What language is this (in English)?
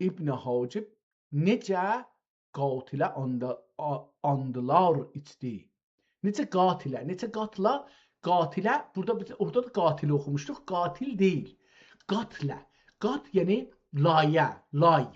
South Azerbaijani